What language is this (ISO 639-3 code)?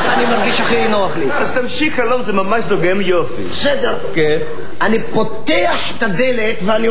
heb